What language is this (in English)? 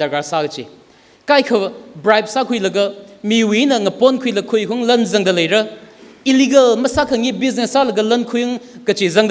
Tangkhul Naga (India)